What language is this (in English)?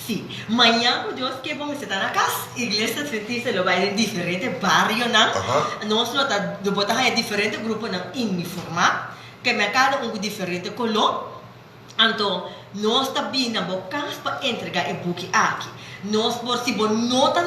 Papiamento